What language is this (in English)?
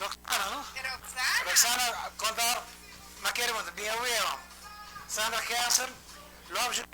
Papiamento